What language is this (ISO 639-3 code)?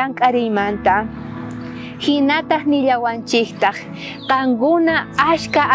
quh